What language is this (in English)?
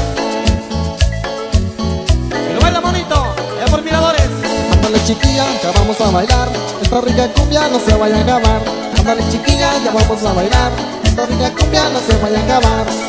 Spanish